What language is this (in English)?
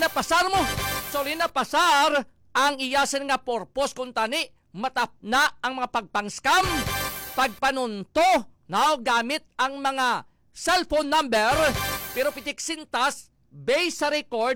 Hiligaynon